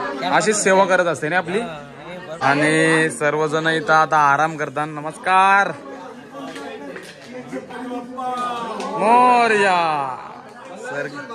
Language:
Marathi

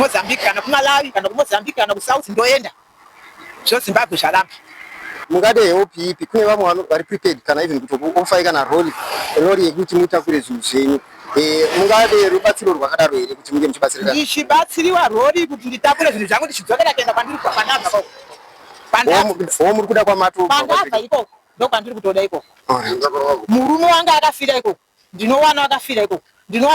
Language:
Shona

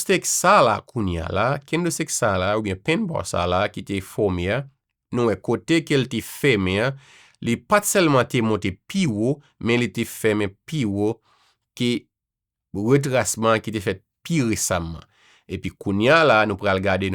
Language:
Haitian Creole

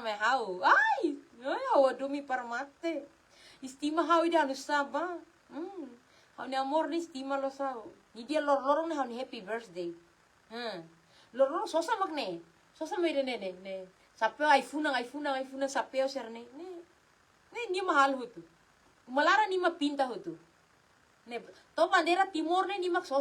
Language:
Tetum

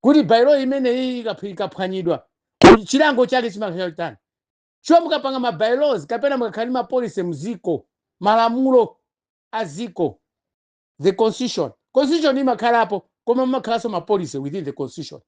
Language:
Nyanja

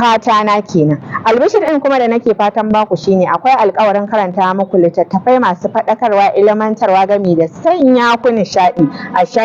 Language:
Hausa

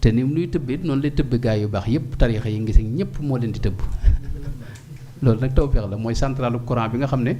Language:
Wolof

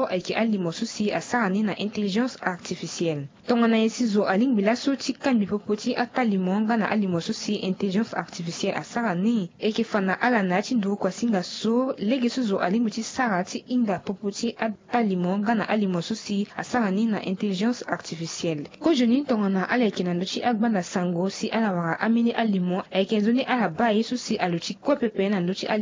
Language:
Sango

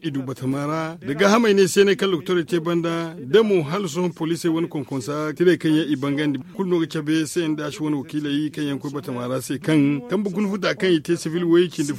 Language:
Zarma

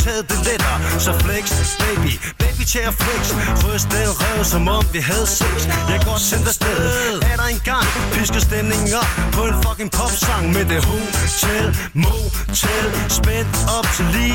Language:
Danish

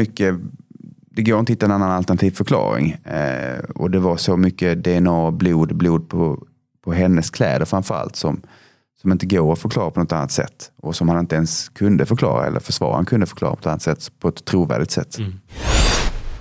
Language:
Swedish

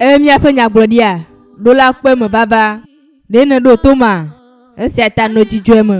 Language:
Ewe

